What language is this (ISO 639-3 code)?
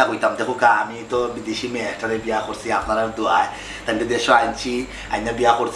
syl